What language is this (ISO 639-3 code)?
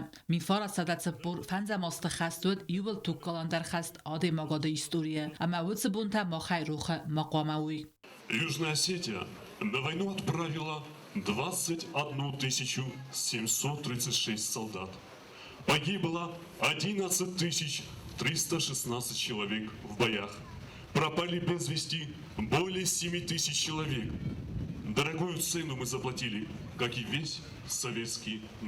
oss